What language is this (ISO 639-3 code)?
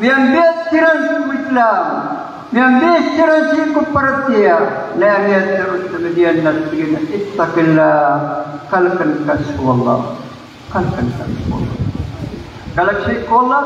mrw